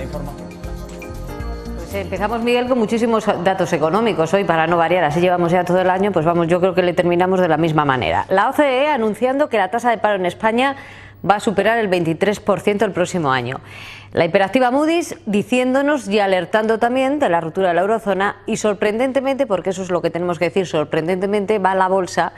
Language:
Spanish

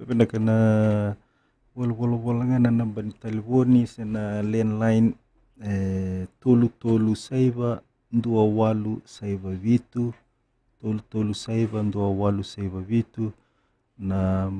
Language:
Fijian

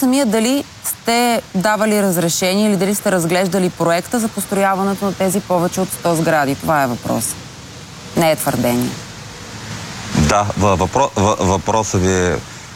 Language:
Bulgarian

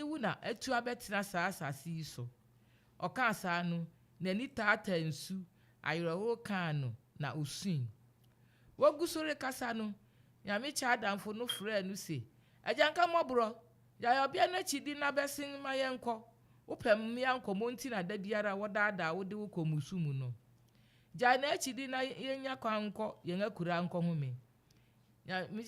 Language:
Akan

